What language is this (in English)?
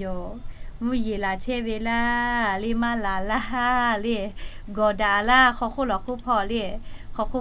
Lahu